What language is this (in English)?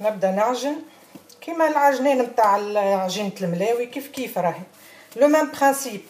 Tunisian Arabic